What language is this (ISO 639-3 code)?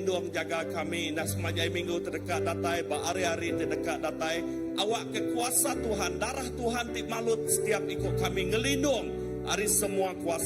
iba